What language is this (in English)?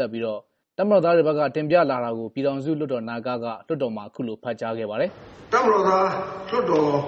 Burmese